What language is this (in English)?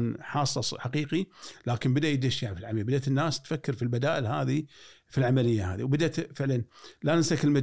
Gulf Arabic